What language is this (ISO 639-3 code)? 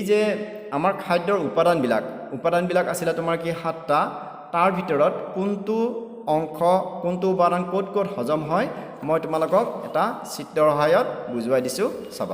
asm